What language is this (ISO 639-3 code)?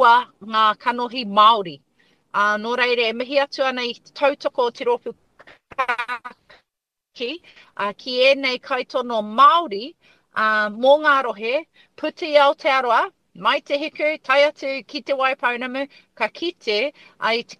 mri